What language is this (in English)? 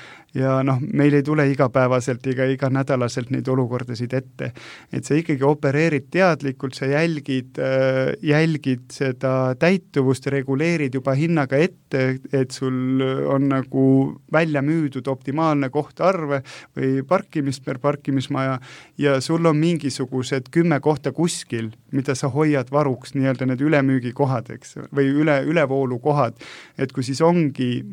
Estonian